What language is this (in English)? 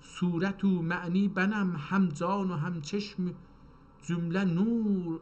South Azerbaijani